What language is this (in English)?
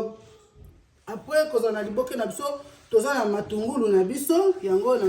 Lingala